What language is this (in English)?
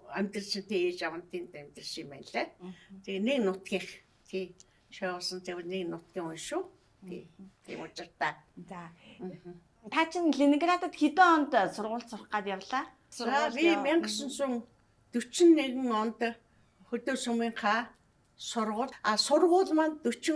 Mongolian